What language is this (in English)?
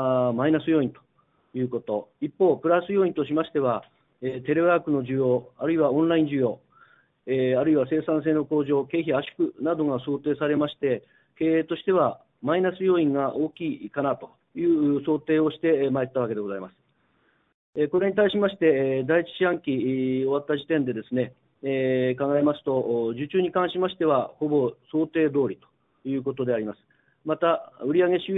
Japanese